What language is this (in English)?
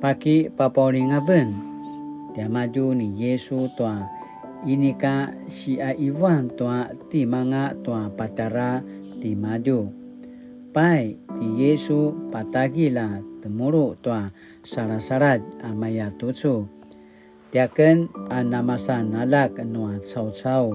Paiwan